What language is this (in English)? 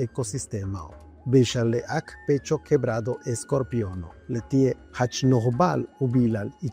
Yucateco